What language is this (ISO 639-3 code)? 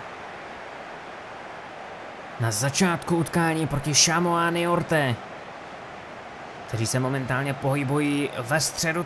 ces